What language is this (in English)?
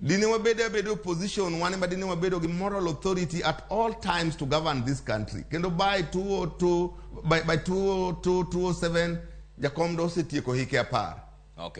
Luo (Kenya and Tanzania)